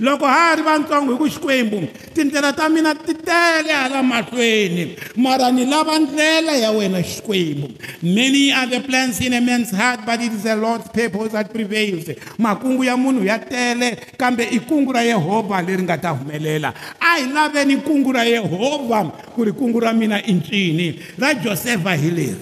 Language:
Tsonga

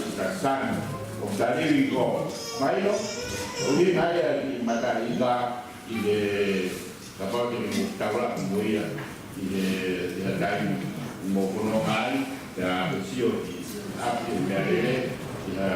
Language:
Tongan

